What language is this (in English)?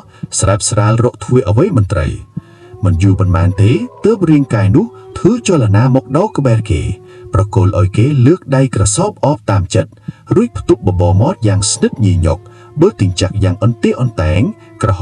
Khmer